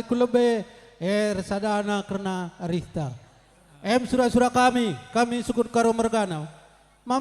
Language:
Batak Karo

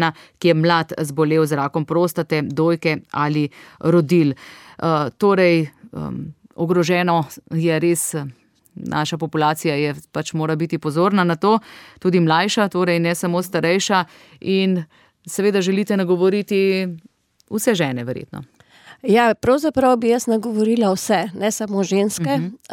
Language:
Slovenian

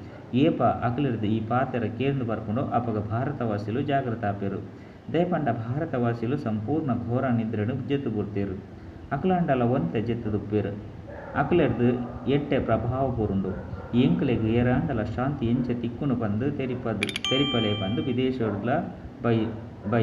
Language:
Tulu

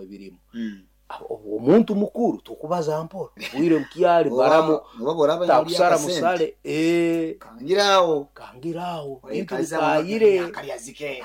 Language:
Nyoro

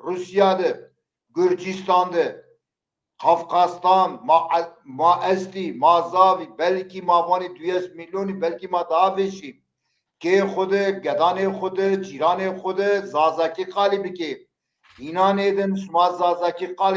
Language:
Zaza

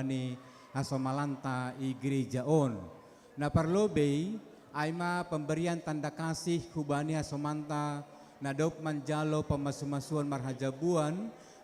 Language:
Batak Simalungun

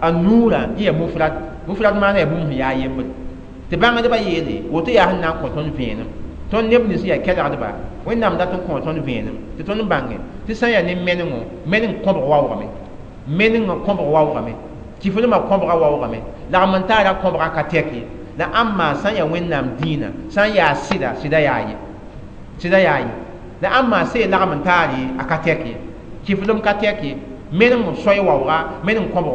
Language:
Mossi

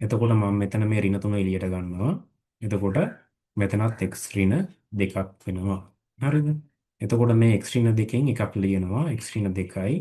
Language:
Sinhala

